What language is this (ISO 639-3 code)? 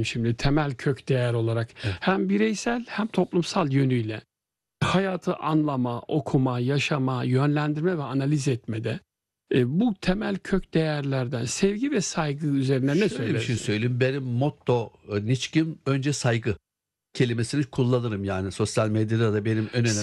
tur